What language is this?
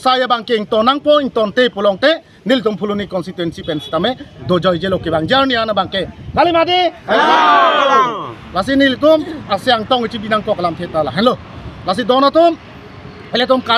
Karbi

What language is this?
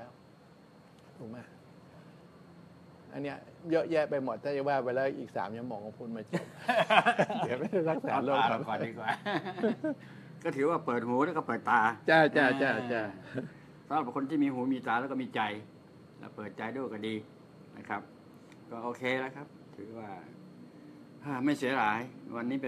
Thai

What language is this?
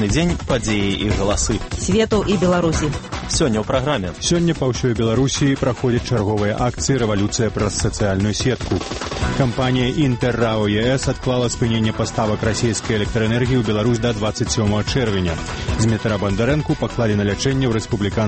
Belarusian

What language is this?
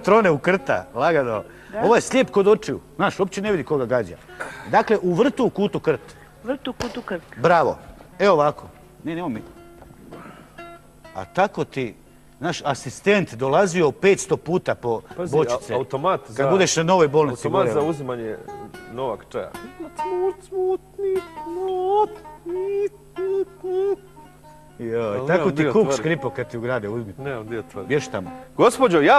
Croatian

